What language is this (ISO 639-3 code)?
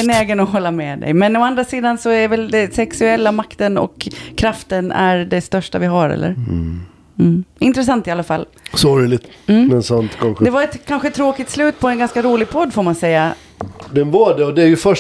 swe